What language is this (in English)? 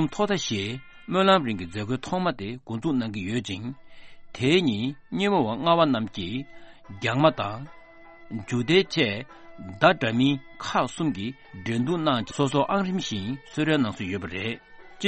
Tibetan